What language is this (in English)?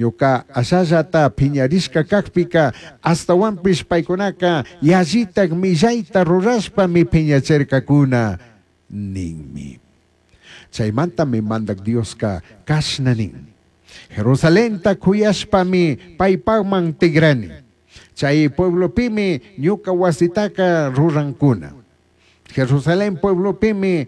Chimborazo Highland Quichua